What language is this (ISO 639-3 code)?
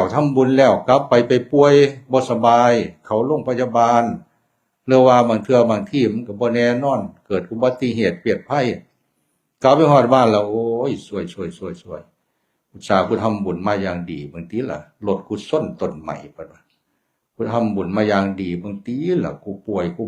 tts